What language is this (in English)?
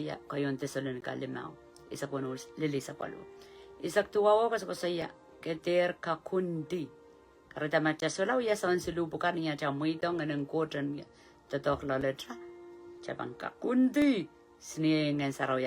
Pohnpeian